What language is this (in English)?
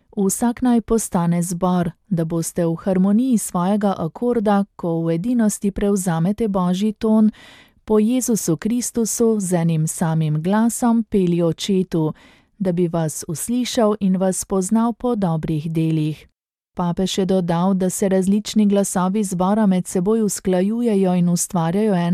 Slovenian